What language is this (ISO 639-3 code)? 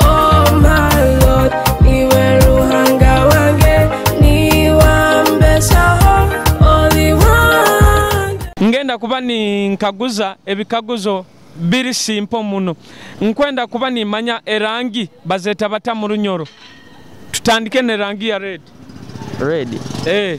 nyo